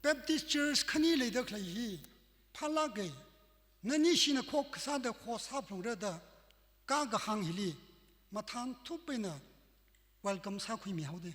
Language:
Tangkhul Naga (India)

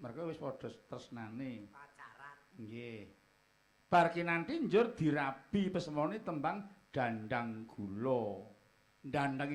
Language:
Javanese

